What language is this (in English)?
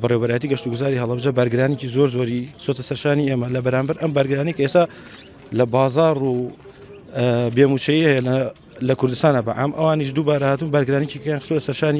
Central Kurdish